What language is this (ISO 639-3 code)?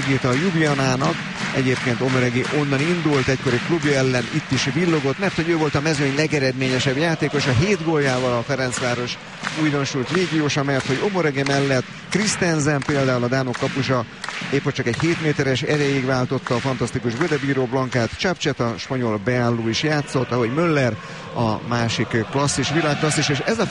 hun